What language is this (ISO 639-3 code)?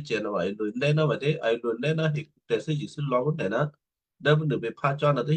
kyu